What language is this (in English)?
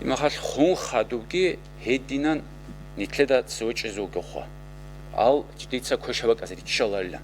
Avaric